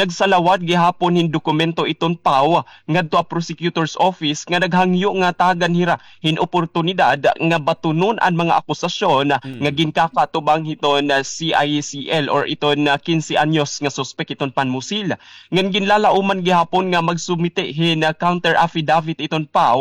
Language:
Waray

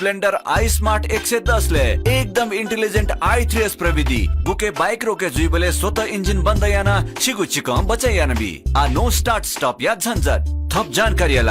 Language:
Newari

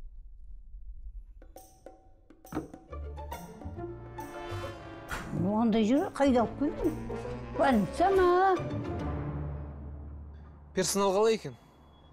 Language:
Kazakh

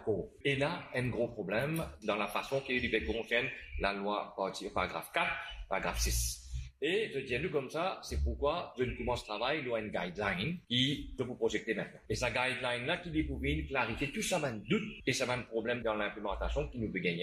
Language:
Morisyen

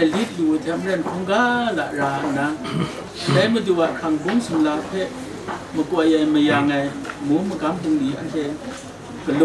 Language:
Kachin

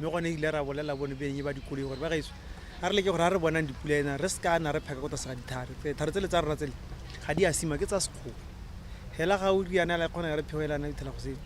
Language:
Tswana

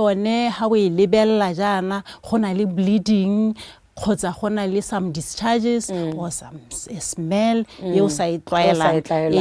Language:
Tswana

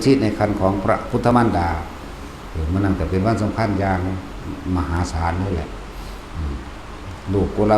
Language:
Lao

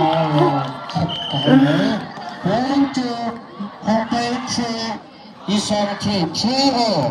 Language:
Tangkhul Naga (India)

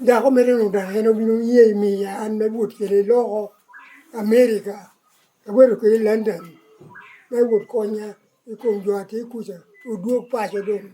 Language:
Lango (Uganda)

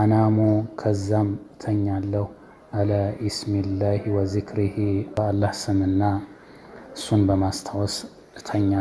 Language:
Amharic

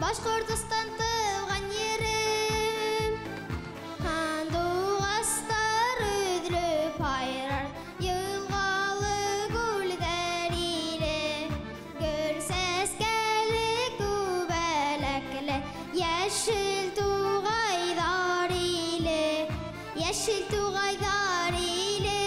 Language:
Bashkir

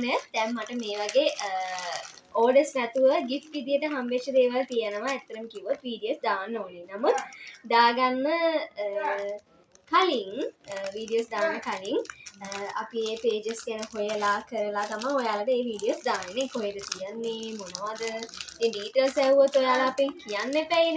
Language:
Sinhala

